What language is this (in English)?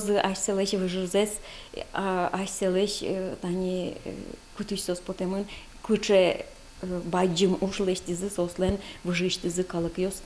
Udmurt